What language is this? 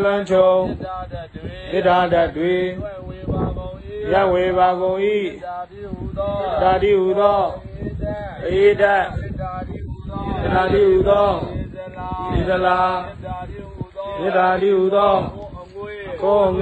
Burmese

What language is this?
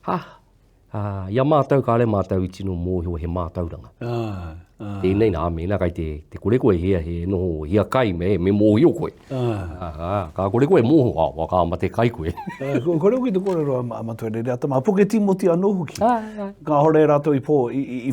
Māori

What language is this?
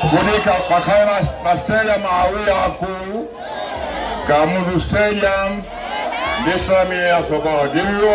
Nyanja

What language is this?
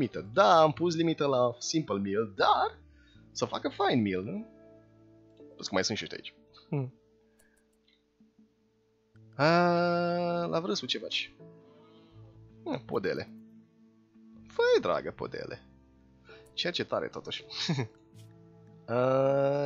Romanian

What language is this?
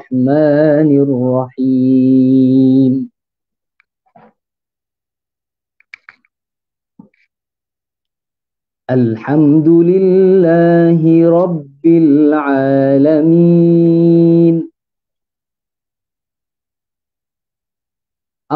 Malay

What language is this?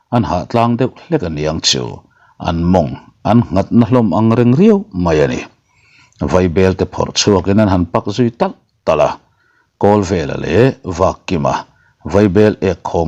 Mizo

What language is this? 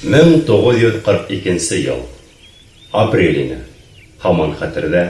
Bashkir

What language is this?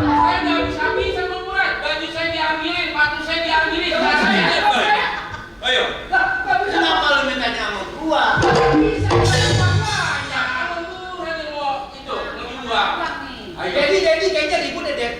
Betawi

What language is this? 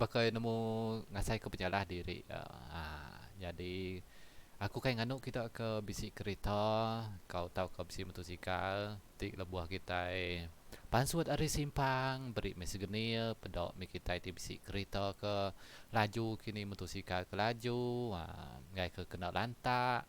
Iban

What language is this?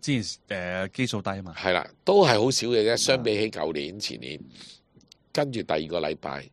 Cantonese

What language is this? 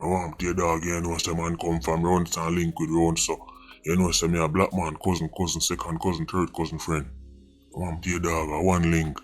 Jamaican Creole English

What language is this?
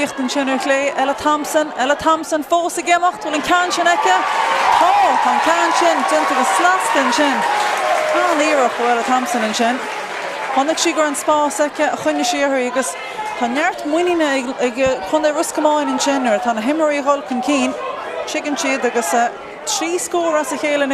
Irish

